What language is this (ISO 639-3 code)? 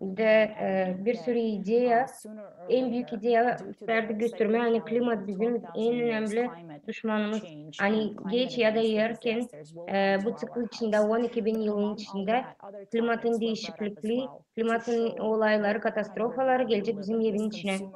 gag